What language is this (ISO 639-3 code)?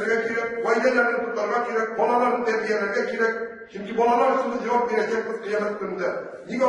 tat